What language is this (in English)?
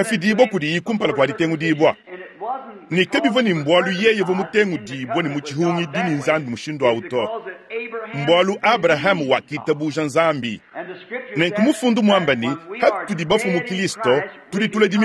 Luba-Lulua